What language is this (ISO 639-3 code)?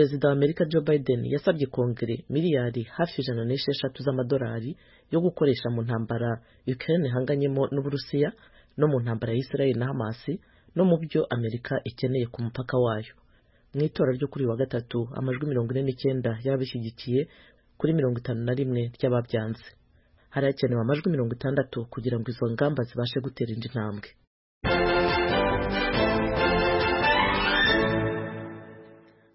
kin